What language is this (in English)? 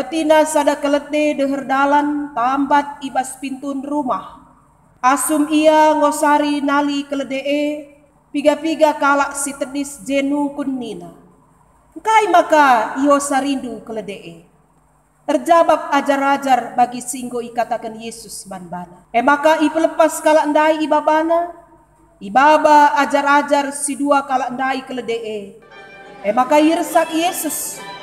Batak Karo